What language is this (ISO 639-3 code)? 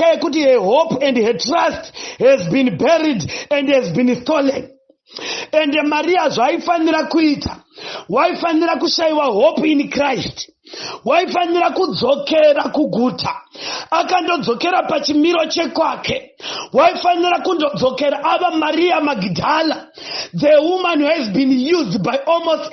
sna